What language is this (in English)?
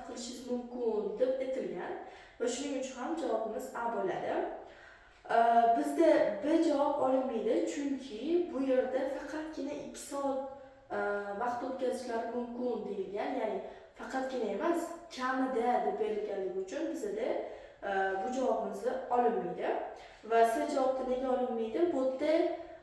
Uzbek